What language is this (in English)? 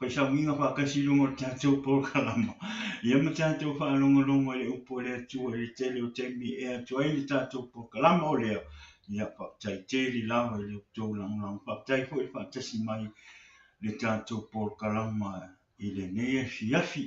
Samoan